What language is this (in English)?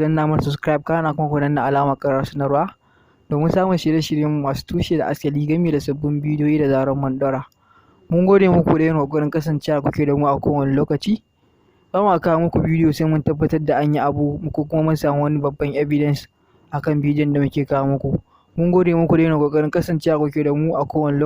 Hausa